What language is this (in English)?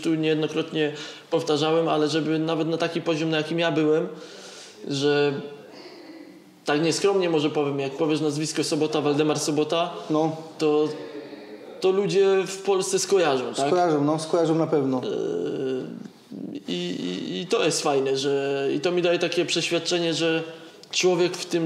Polish